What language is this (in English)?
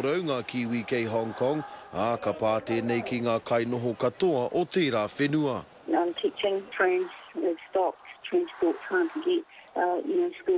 Māori